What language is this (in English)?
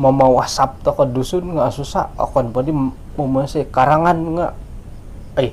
Central Dusun